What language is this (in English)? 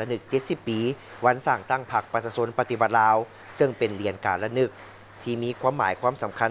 Lao